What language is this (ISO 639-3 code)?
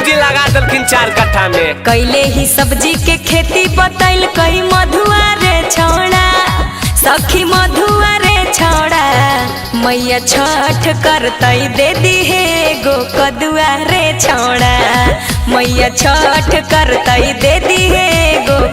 mag